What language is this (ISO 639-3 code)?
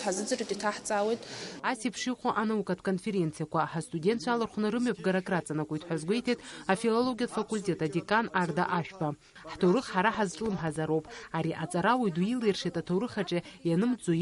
abk